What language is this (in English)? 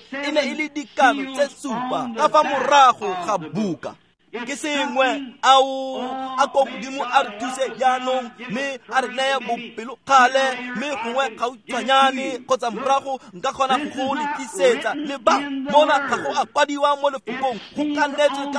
Tswana